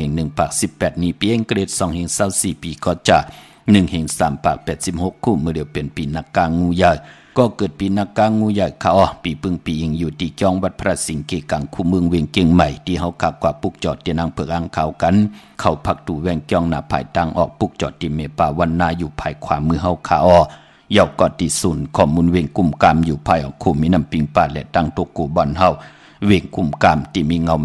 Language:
Shan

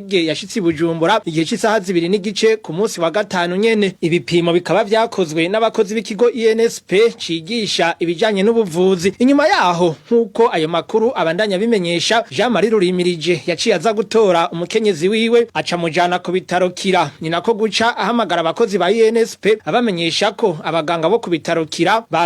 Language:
Rundi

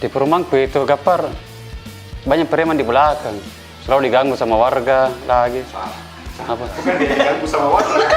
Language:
Makassar Malay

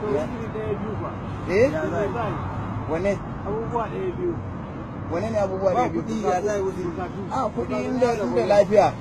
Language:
Hausa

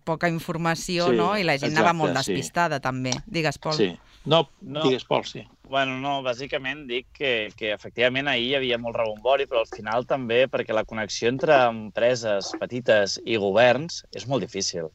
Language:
Catalan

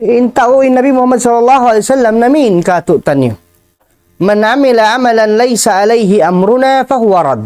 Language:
Tausug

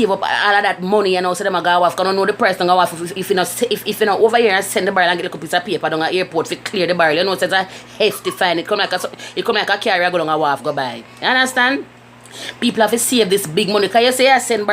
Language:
Jamaican Creole English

